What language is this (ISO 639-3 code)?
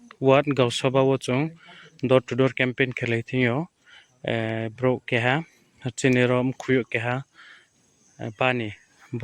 ria